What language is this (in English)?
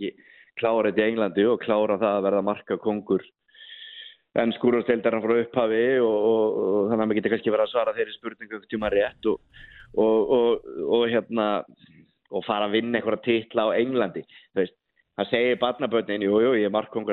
Icelandic